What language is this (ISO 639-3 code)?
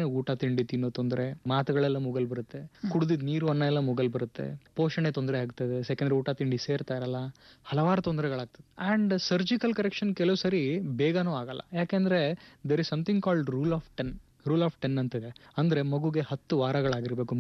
kan